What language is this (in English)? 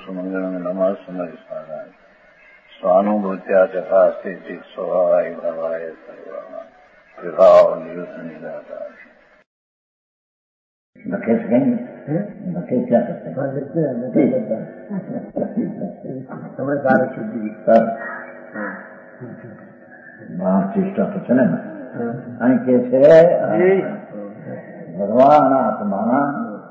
Gujarati